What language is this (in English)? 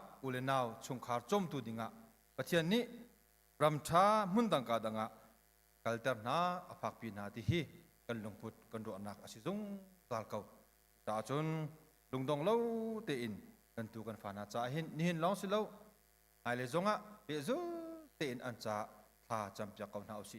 Hakha Chin